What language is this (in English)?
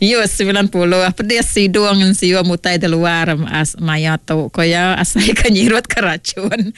Iban